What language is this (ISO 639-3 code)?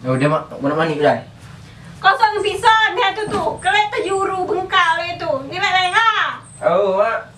mui